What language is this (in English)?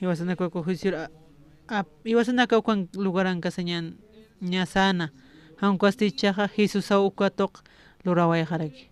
Aymara